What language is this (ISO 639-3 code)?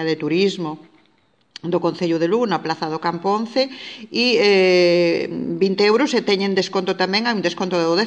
glg